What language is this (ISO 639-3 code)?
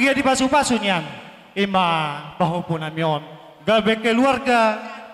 bbc